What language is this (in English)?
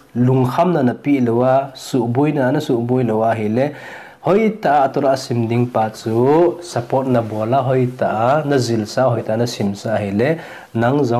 Thado Chin